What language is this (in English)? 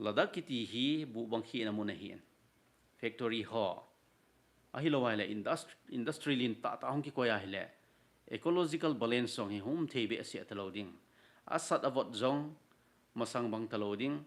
Thado Chin